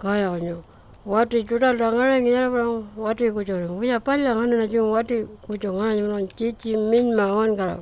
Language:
Pitjantjatjara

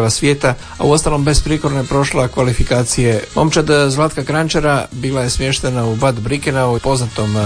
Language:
Croatian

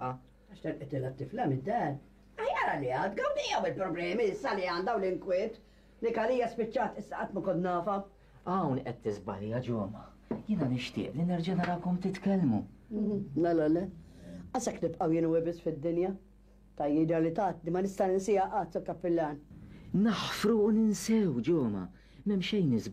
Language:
Maltese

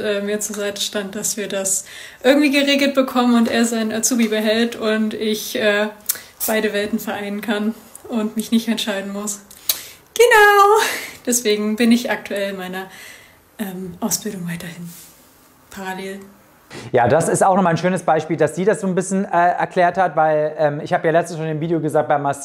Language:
German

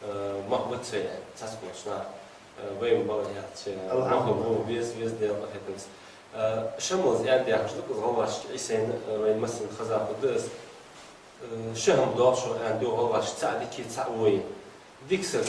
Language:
Ingush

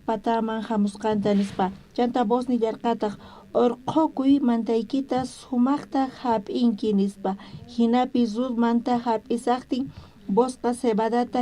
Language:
South Bolivian Quechua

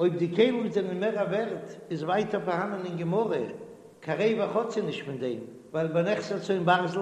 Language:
Yiddish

